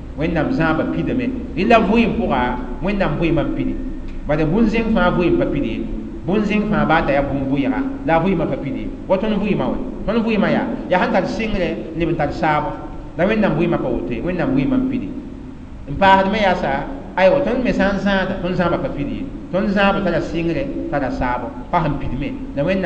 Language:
Mossi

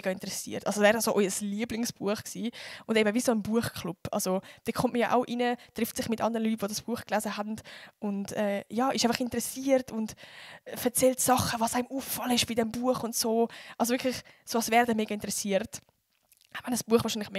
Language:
Swiss German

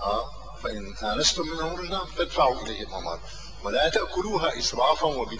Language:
Arabic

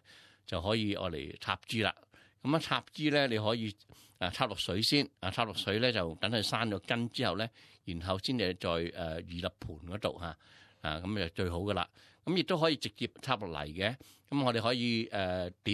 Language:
Cantonese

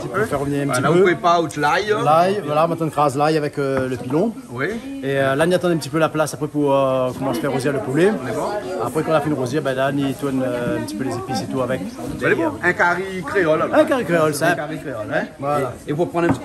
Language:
Réunion Creole French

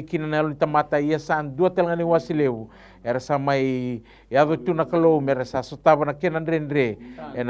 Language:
Fijian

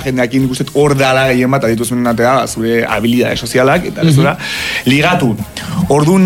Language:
Basque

